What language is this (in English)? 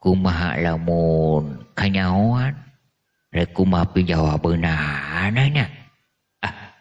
Sundanese